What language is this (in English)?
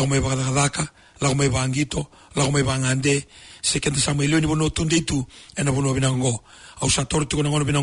Fijian